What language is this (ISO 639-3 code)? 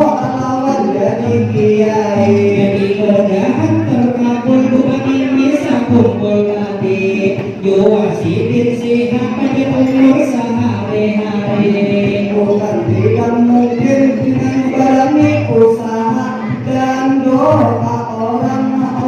bjn